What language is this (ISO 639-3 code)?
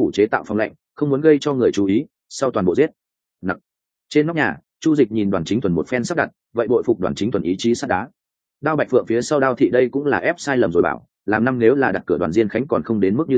vie